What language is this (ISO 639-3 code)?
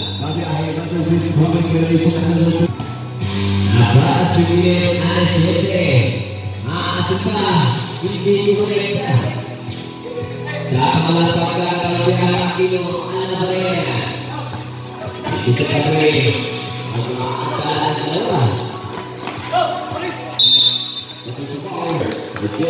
ind